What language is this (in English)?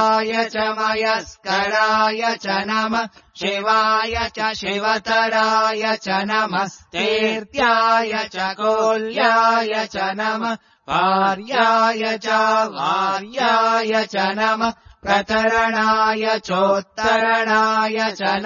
Sanskrit